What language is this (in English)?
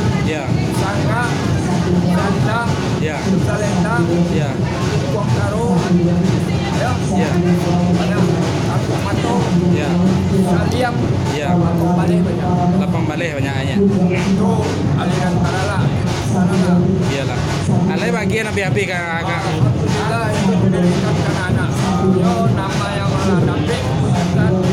Minangkabau